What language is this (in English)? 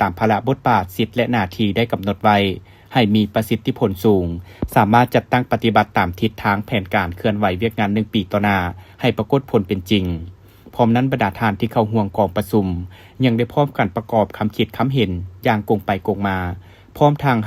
Lao